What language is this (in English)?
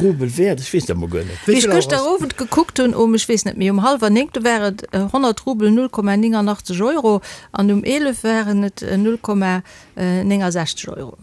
Luxembourgish